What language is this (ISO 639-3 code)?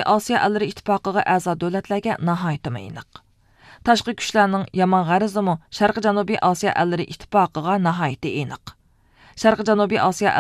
uig